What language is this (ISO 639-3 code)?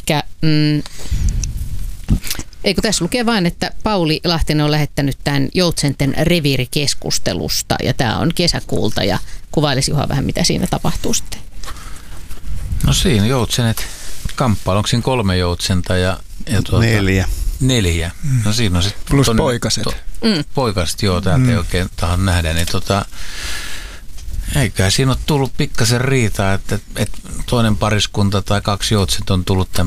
fin